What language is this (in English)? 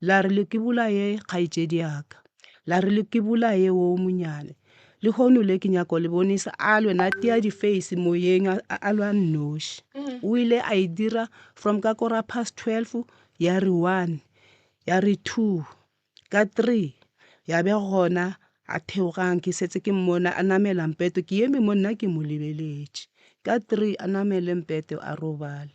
Northern Sotho